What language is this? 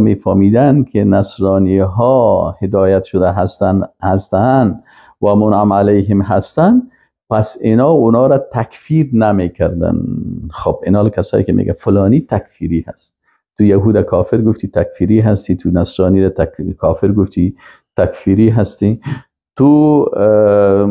Persian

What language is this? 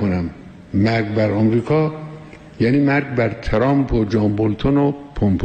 Persian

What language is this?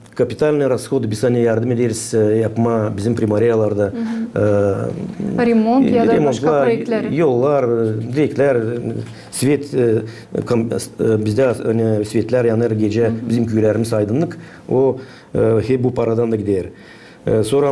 Gagauz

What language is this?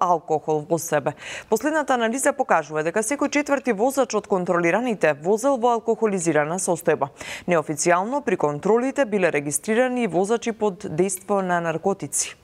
Macedonian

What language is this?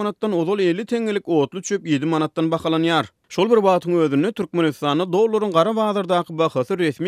Turkmen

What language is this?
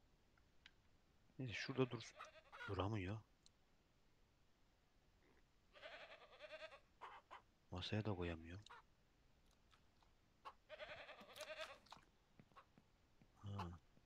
Turkish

